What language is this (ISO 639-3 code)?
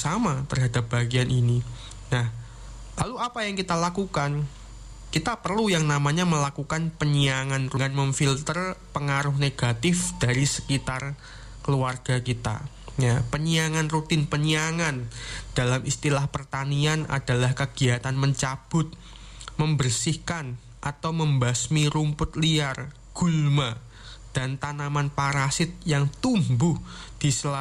ind